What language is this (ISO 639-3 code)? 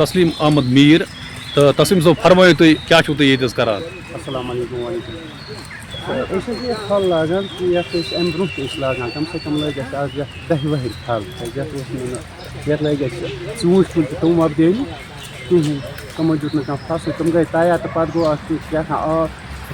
kas